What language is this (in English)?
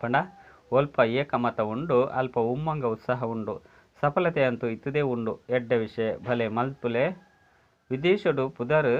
Tulu